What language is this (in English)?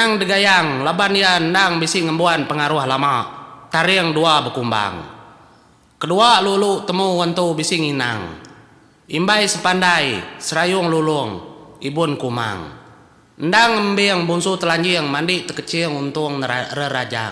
Iban